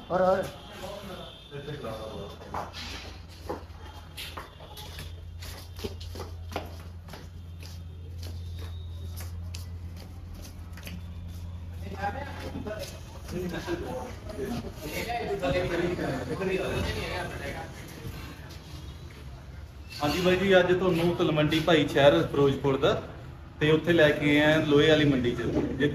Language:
Punjabi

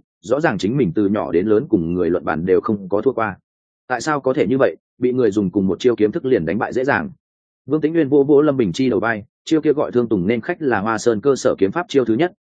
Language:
Vietnamese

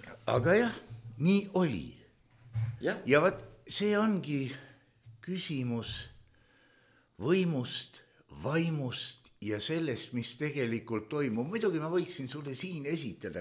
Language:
Estonian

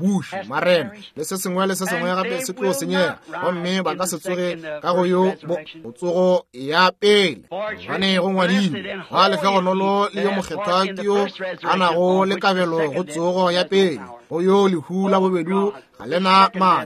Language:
Northern Sotho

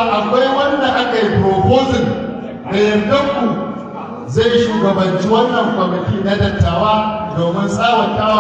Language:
Hausa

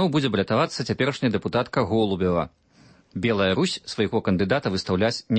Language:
Belarusian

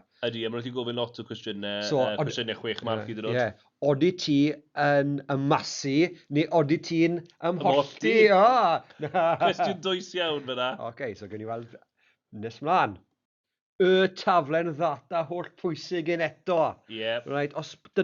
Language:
Welsh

